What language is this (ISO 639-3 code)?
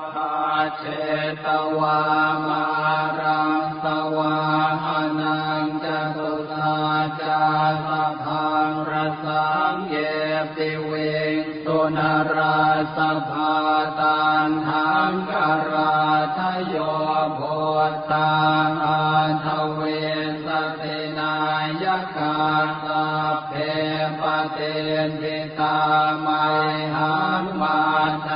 pli